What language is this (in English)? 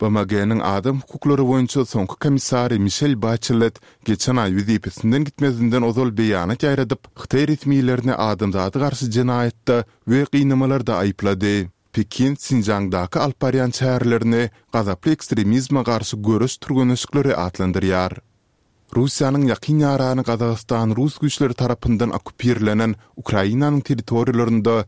Turkmen